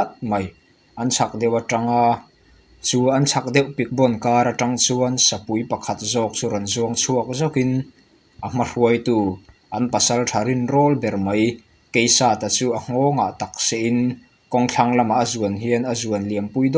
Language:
Mizo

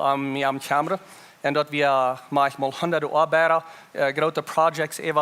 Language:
Plautdietsch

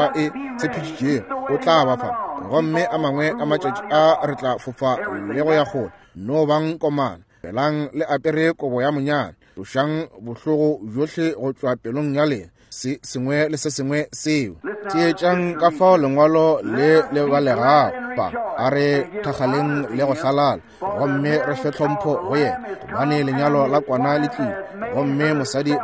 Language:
Northern Sotho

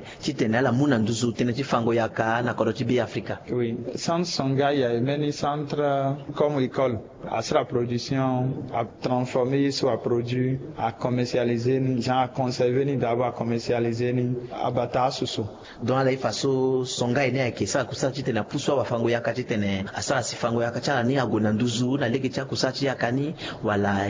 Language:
Sango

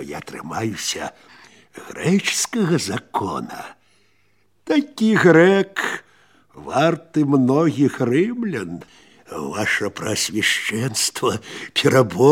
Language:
Belarusian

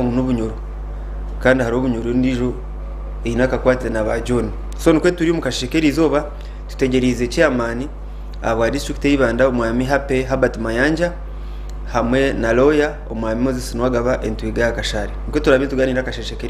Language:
Nyankole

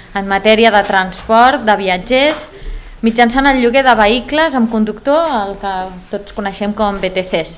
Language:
Catalan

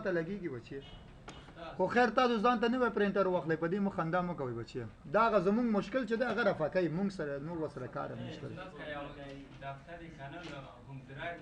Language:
Pashto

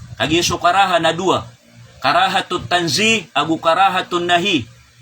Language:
Maranao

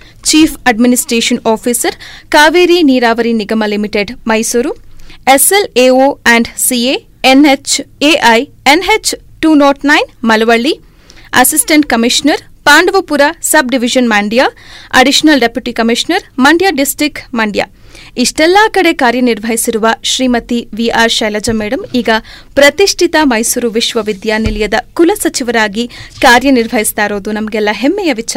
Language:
Kannada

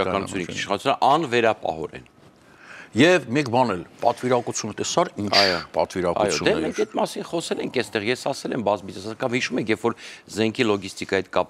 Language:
Armenian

